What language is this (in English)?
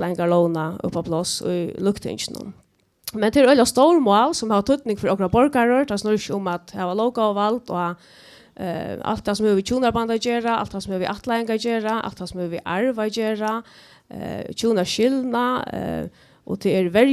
Faroese